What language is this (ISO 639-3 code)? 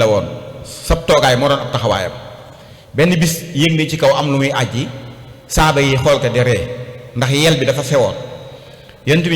wol